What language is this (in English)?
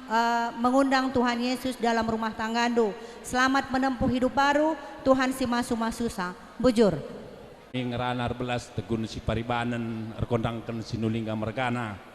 Batak Karo